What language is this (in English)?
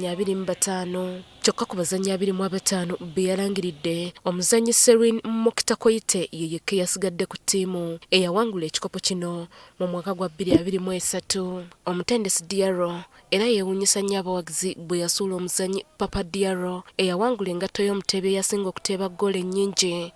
Ganda